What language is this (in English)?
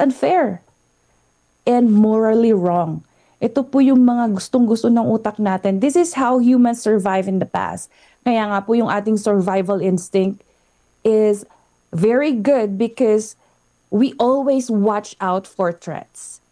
Filipino